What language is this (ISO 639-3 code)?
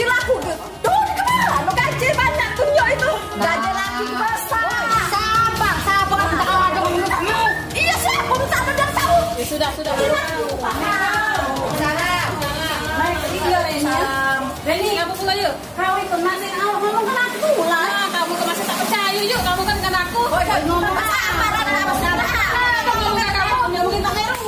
mui